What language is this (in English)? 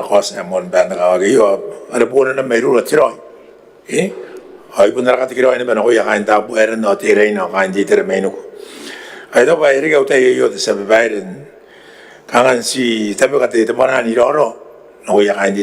Gilbertese